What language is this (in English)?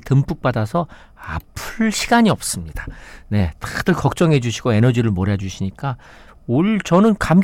Korean